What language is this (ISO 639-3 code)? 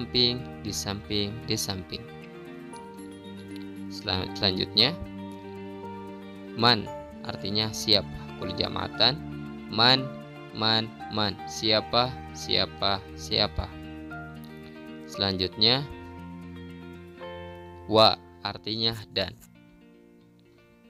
ind